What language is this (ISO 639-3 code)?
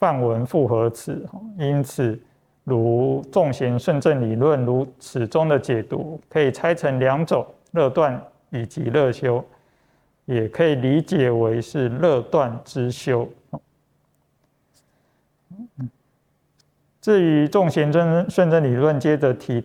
zho